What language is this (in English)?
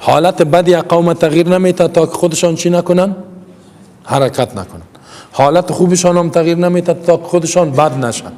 Persian